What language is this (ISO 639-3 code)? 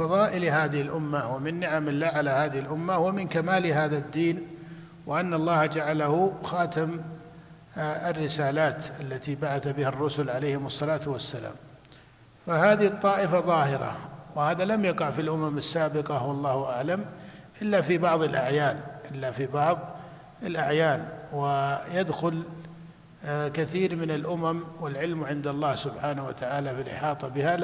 ara